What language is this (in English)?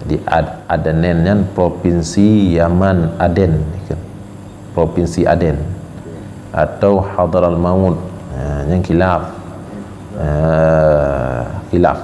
Achinese